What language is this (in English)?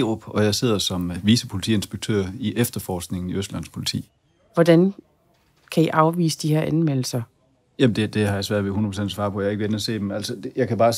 Danish